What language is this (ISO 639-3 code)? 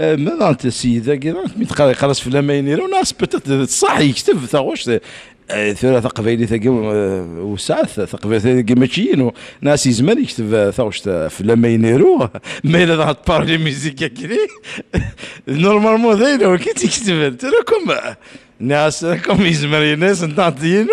kab